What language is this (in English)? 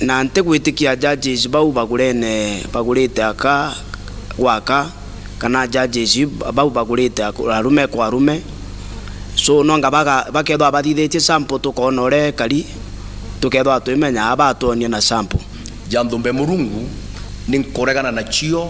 Meru